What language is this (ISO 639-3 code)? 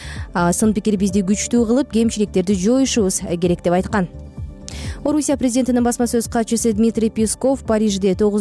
kir